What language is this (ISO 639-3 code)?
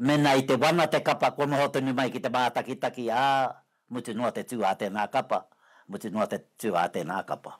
mri